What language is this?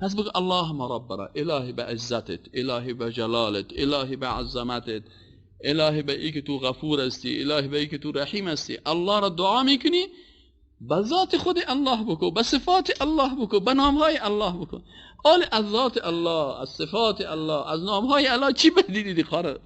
Persian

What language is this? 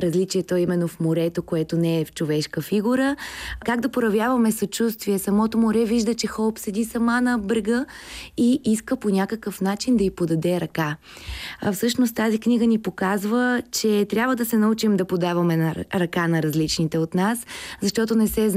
Bulgarian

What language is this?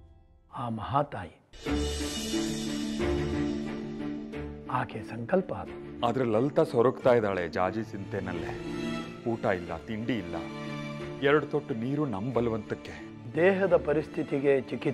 Kannada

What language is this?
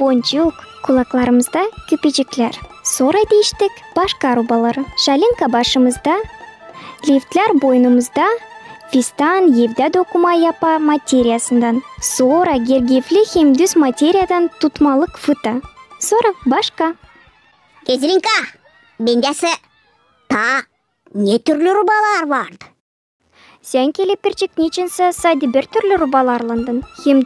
Gagauz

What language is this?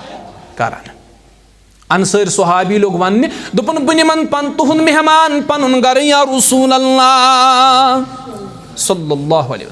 Kashmiri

